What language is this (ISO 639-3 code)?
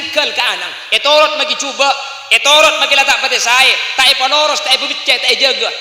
mad